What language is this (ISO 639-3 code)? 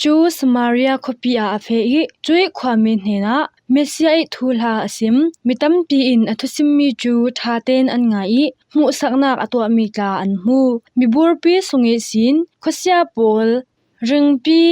cfm